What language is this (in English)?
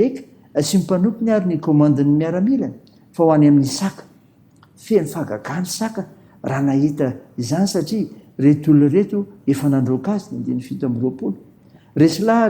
Malagasy